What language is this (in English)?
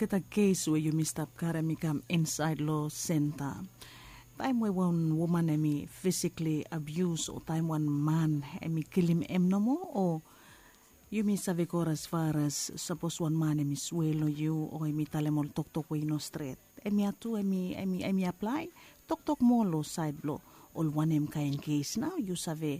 Bislama